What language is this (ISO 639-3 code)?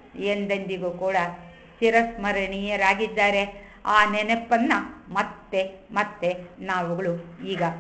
kan